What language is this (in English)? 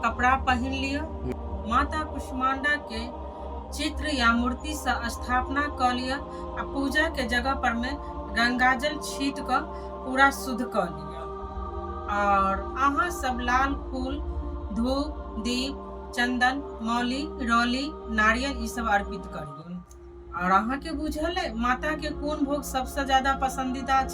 Maithili